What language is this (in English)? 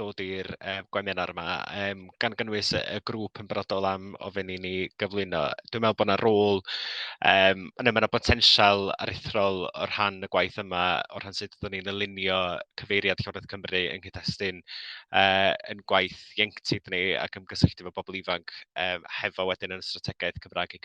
Welsh